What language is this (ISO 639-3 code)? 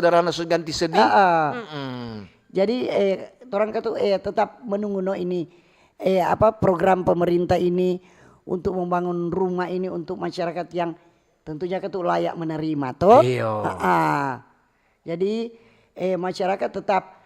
xmm